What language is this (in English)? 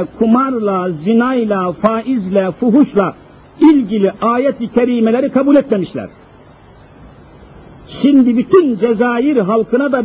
Turkish